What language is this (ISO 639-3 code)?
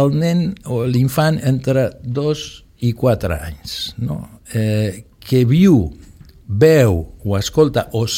cat